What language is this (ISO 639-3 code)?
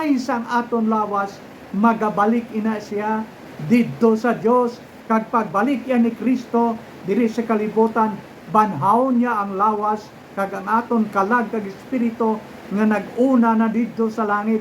hil